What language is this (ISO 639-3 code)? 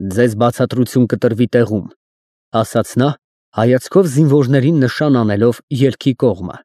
hye